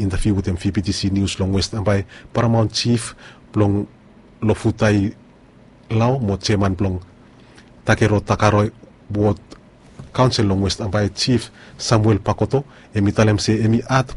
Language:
Bislama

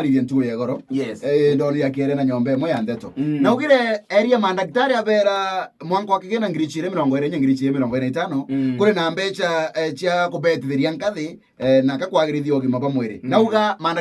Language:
Meru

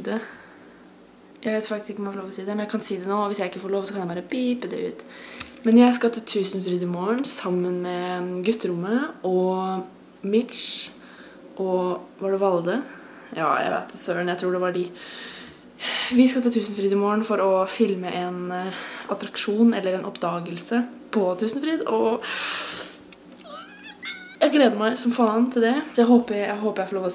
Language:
Norwegian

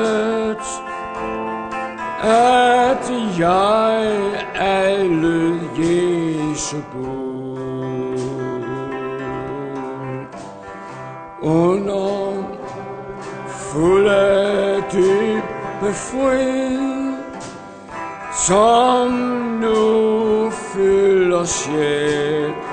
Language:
Danish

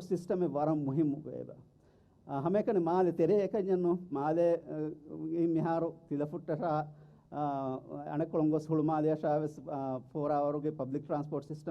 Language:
Divehi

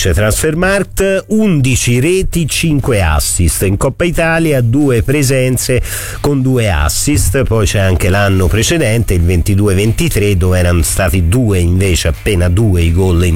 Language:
Italian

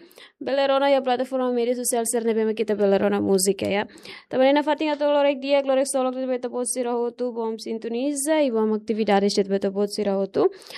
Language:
Tetum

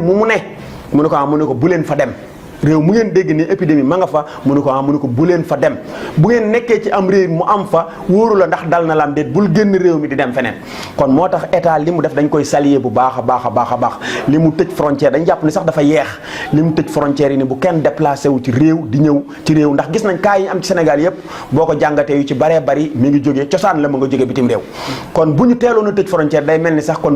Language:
Wolof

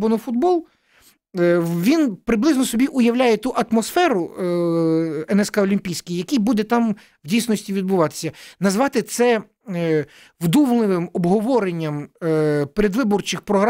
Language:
Ukrainian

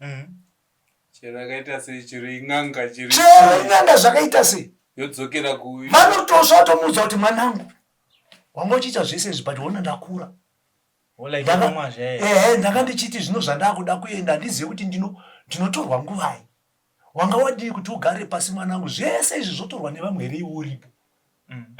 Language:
Shona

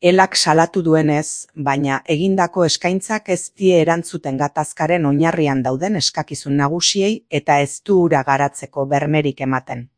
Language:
Basque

